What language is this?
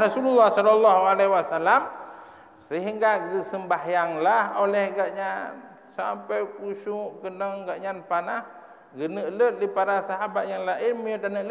Achinese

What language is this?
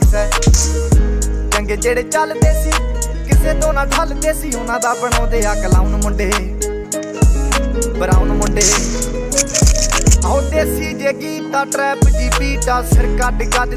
Punjabi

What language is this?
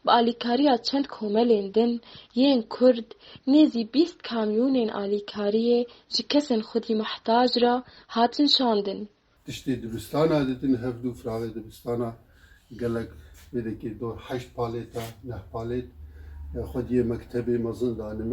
Kurdish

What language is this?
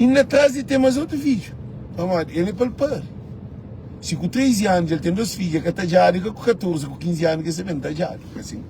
Kabuverdianu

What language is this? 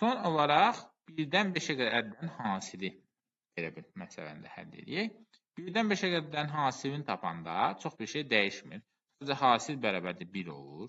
Azerbaijani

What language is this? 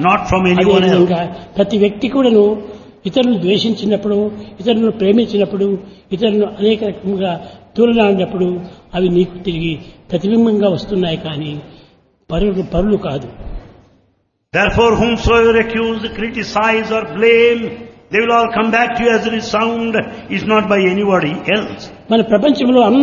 Telugu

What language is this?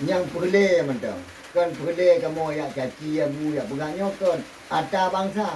Achinese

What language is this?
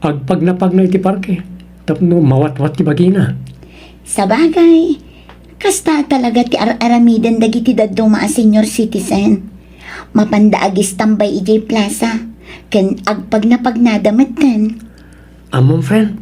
Iloko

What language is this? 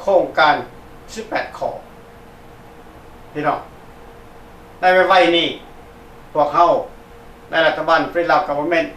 Lao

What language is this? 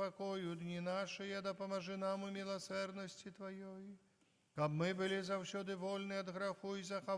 Belarusian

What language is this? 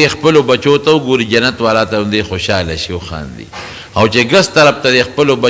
Pashto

